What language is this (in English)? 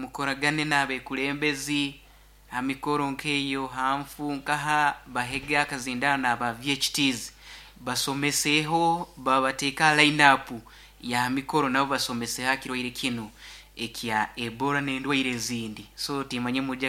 Nyoro